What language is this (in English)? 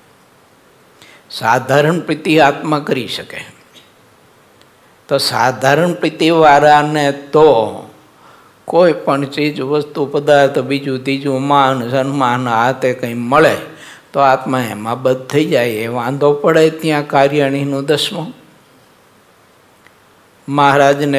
Gujarati